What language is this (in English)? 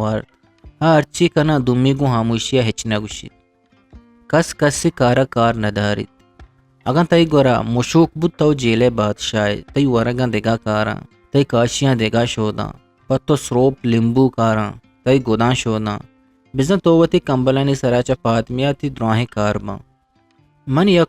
Eastern Balochi